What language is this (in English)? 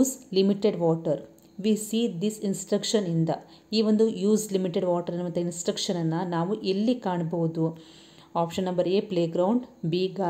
Kannada